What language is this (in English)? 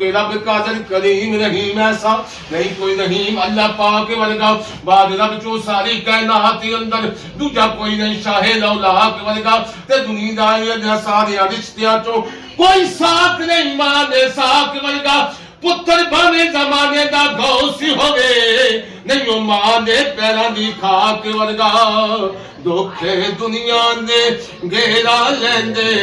Pahari-Potwari